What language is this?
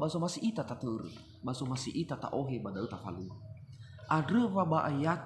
Nias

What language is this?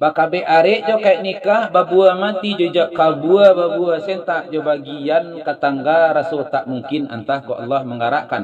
Minangkabau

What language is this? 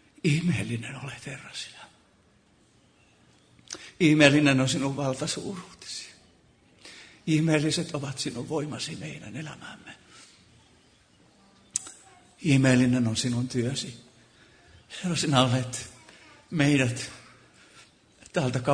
Finnish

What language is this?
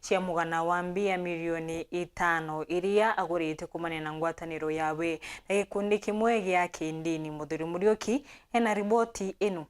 Meru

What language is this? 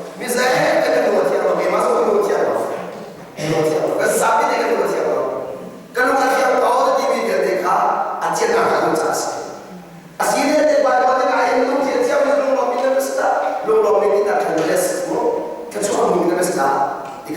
Hakha Chin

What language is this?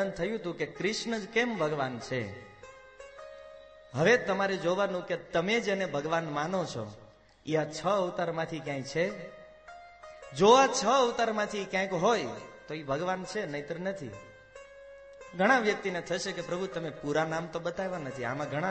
Gujarati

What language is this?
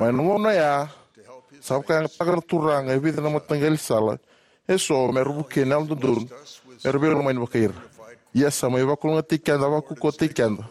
Fijian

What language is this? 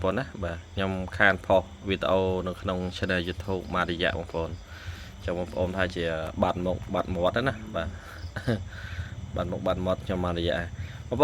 Khmer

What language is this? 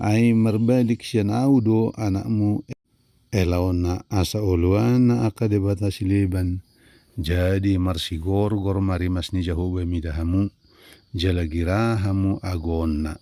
Batak Toba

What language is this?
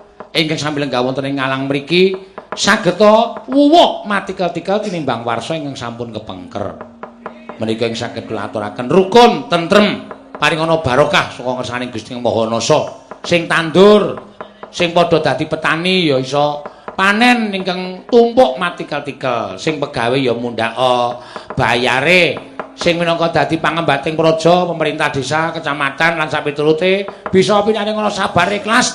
Javanese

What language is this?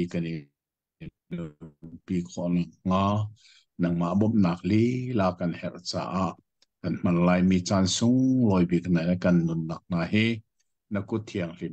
Hakha Chin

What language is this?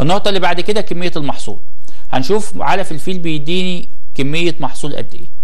Egyptian Arabic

